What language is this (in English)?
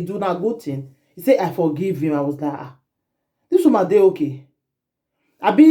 Nigerian Pidgin